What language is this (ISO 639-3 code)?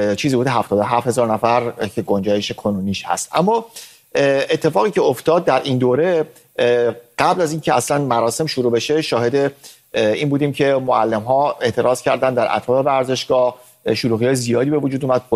fas